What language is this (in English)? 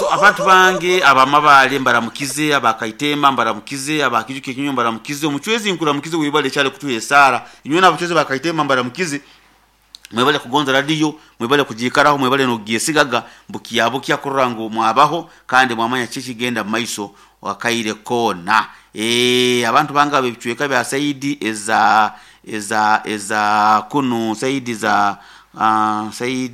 Nyoro